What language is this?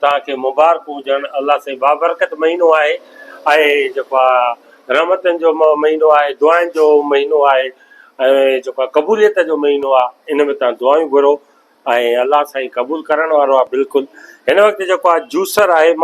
Sindhi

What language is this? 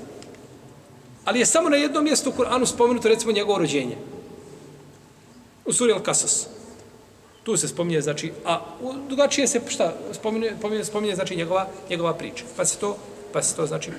Bosnian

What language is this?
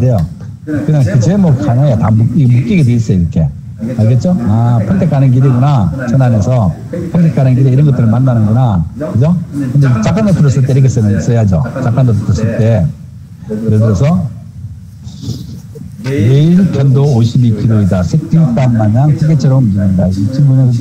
Korean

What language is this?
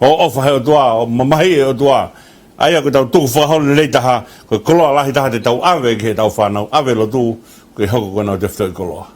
Tongan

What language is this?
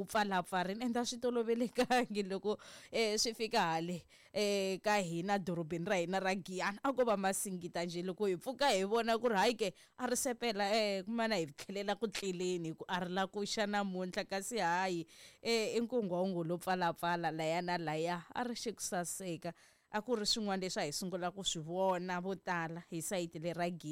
Tsonga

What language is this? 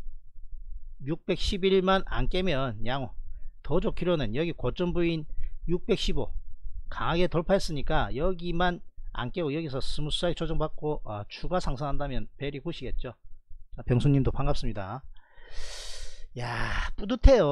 Korean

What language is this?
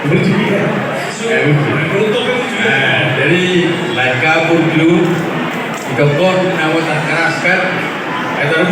Batak Toba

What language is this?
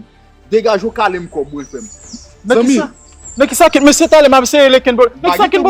Haitian Creole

